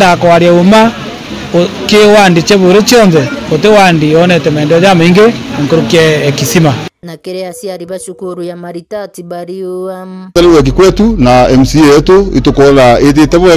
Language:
Meru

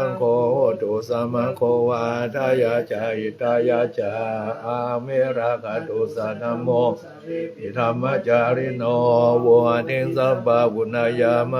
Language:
Pali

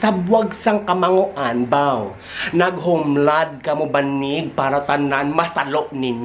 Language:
Hiligaynon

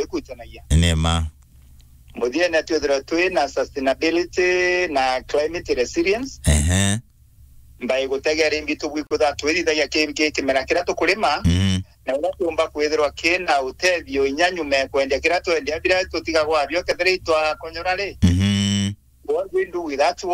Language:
Meru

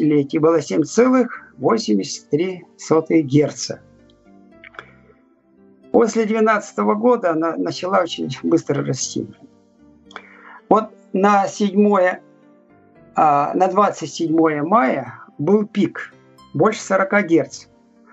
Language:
Russian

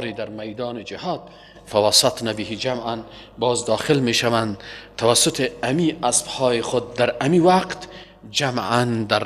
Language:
Persian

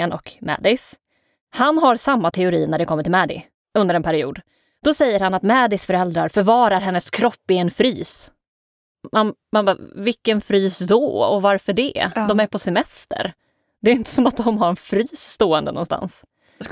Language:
Swedish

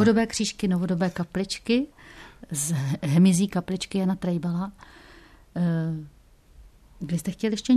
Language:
Czech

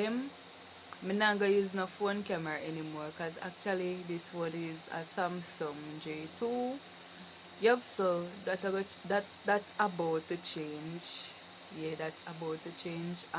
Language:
Jamaican Creole English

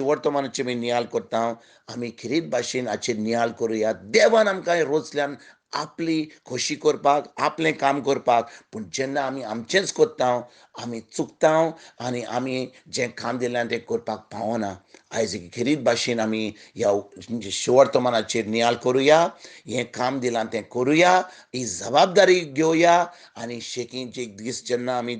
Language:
Konkani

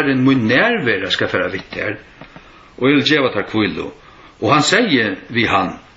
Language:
Faroese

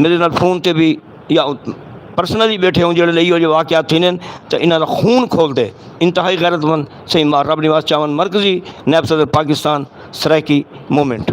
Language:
Saraiki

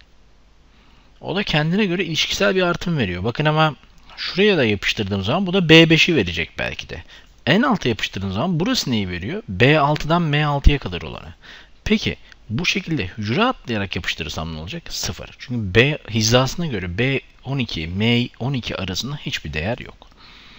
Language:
Turkish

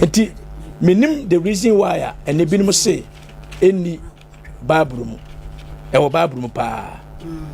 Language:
Akan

